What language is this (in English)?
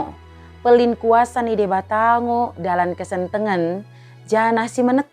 Batak Dairi